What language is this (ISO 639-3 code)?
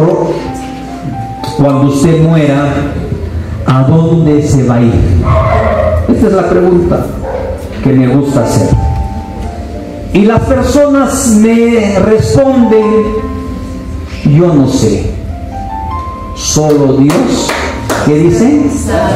spa